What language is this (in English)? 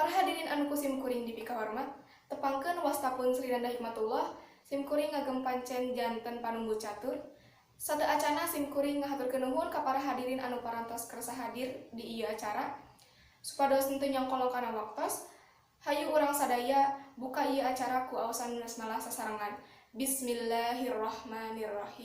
Sundanese